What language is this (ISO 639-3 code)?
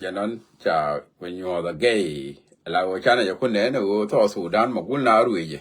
nus